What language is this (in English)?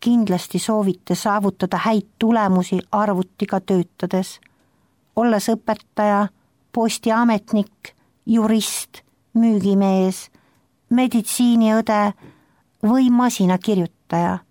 Estonian